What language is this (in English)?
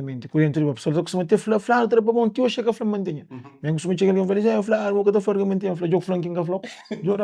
Kabuverdianu